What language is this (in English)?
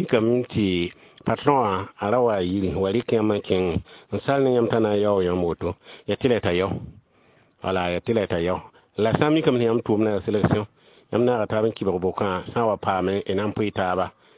Mossi